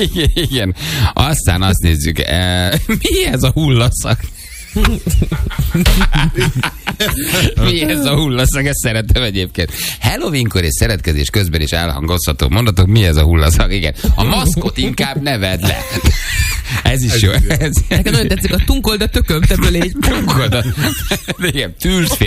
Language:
Hungarian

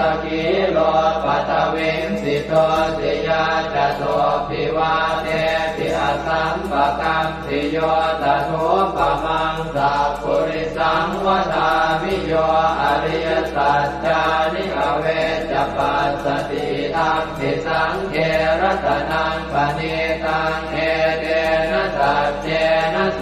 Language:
Pali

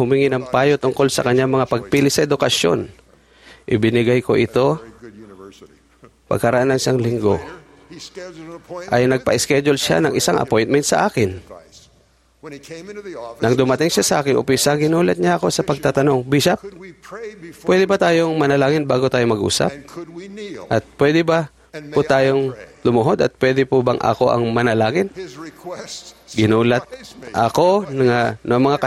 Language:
Filipino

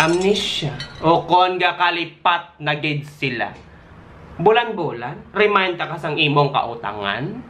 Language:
Hiligaynon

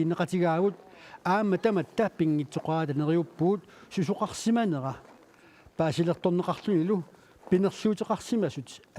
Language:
Kalaallisut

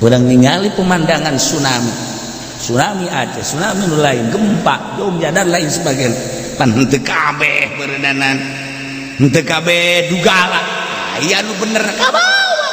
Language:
Sundanese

